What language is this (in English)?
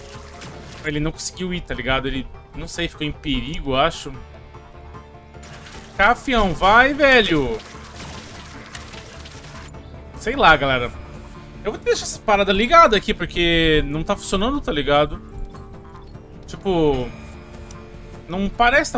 Portuguese